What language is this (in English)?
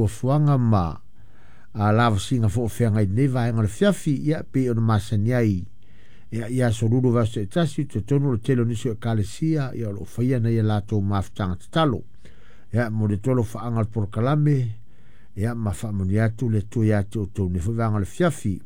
Samoan